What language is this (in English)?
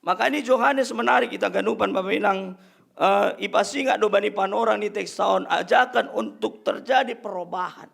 Batak Simalungun